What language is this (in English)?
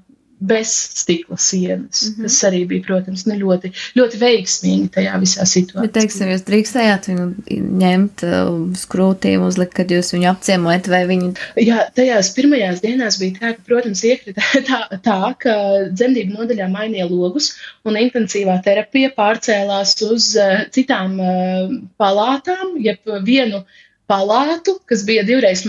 Latvian